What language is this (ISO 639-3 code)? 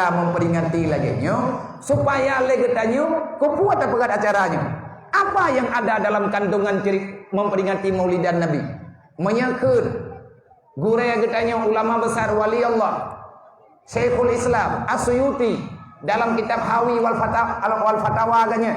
ace